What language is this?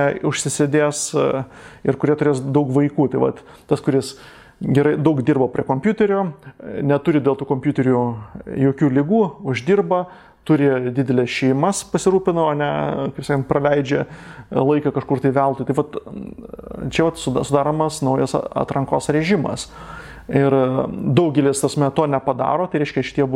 Lithuanian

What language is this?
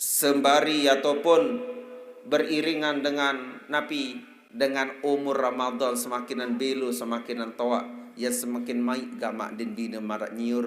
Sasak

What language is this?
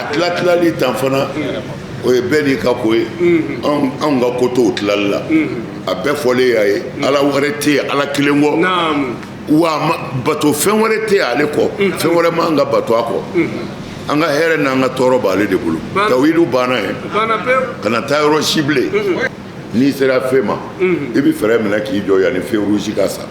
Bambara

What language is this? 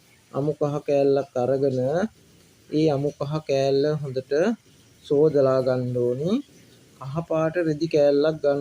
Sinhala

